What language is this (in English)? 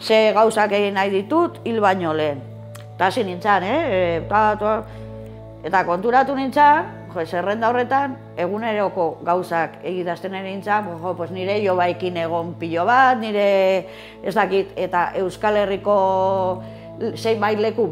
Basque